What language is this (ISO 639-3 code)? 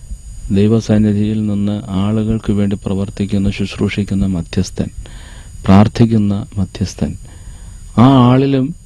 mal